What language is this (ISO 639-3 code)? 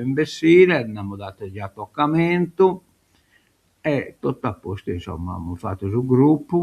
srd